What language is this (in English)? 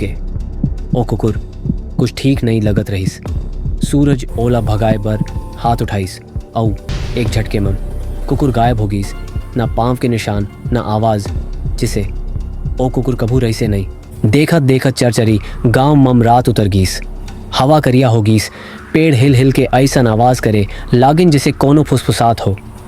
Chhattisgarhi